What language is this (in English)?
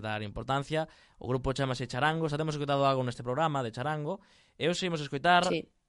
Galician